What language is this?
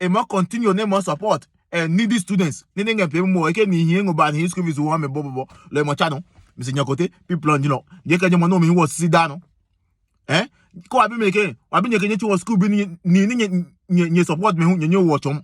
Adangme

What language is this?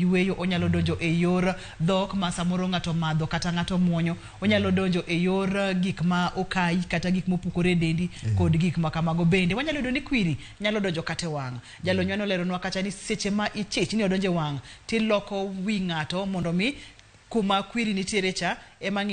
Luo (Kenya and Tanzania)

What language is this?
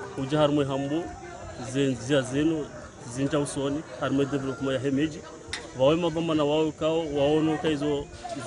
Ngazidja Comorian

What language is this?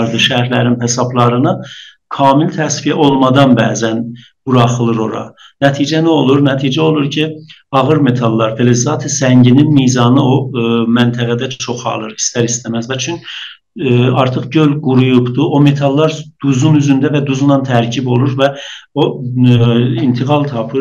South Azerbaijani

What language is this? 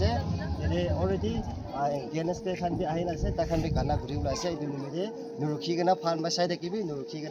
Naga Pidgin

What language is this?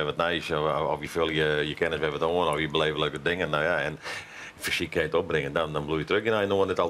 Western Frisian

